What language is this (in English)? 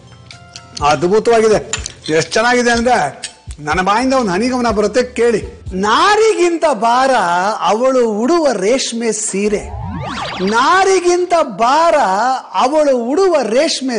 Kannada